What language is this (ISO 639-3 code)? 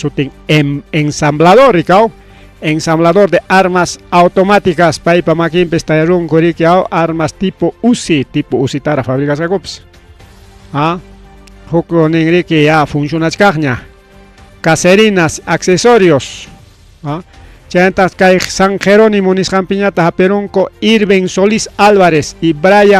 quy